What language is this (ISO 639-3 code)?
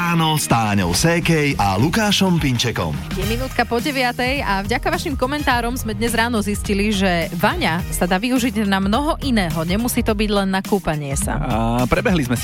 slk